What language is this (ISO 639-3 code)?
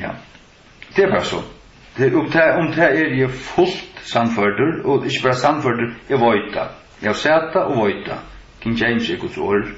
fao